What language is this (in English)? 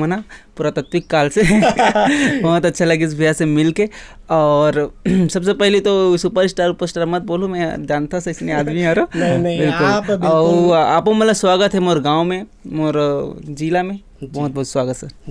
Chhattisgarhi